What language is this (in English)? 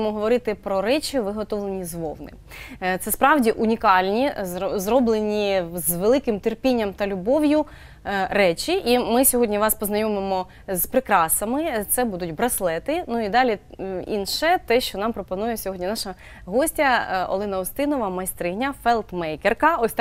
Ukrainian